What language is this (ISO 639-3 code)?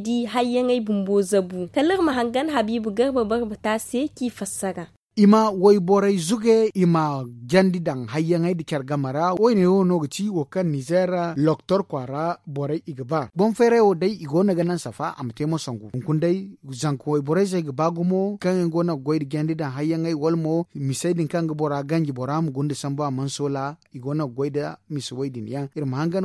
dje